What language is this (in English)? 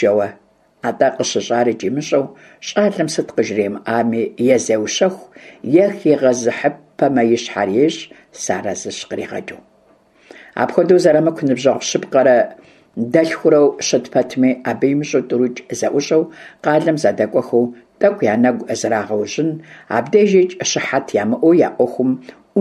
Kabardian